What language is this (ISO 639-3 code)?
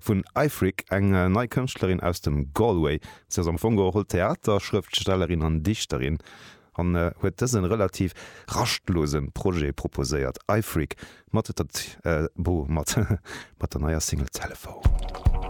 ltz